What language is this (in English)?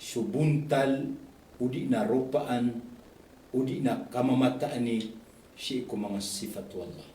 Maranao